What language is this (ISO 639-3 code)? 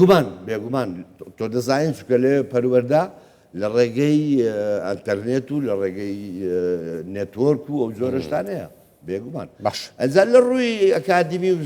ckb